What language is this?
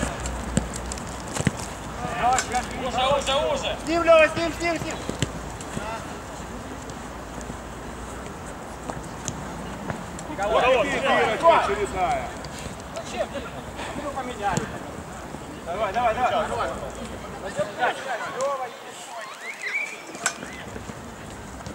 Russian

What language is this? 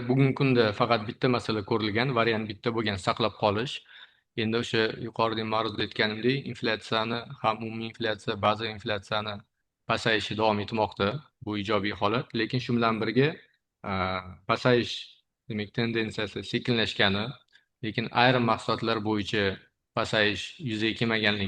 Uzbek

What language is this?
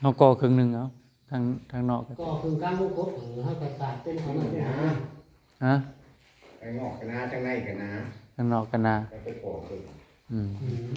Northeastern Thai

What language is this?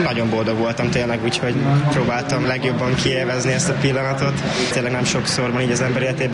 Hungarian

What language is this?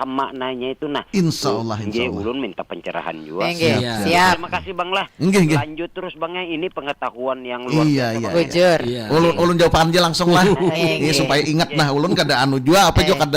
Banjar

